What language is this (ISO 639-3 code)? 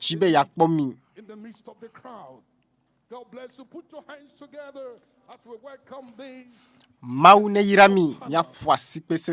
ewe